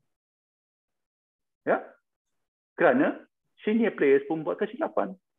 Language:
Malay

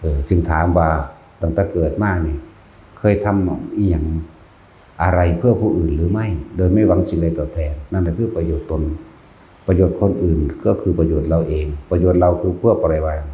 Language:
Northeastern Thai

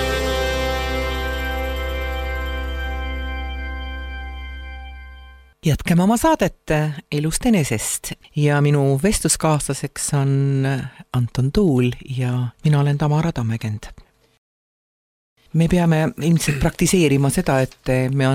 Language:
Estonian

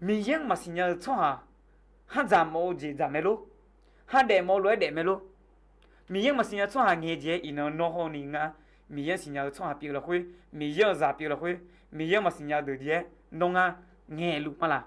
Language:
Akha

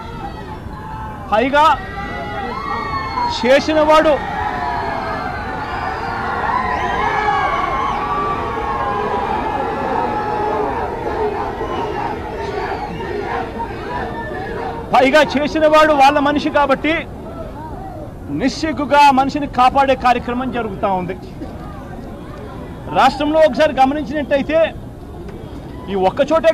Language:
Telugu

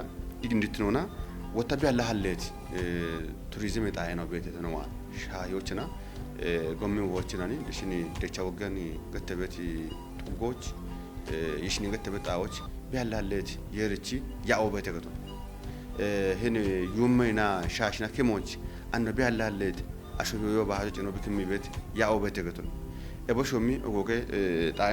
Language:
Kafa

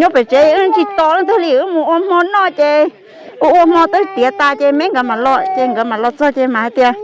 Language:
Hmong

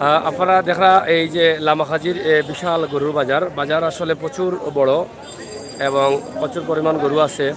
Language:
Sylheti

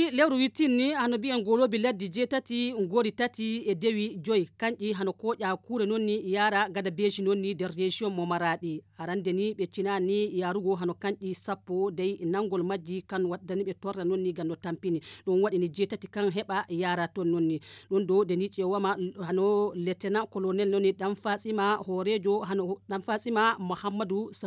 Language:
Nigerian Fulfulde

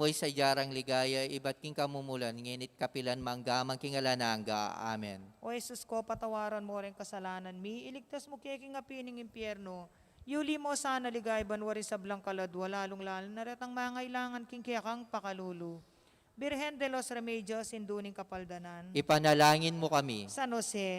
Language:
Pampanga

